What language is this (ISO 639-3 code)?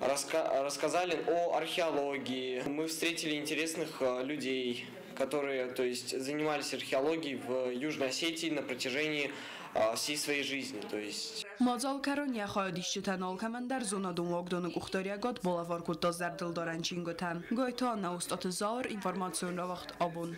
oss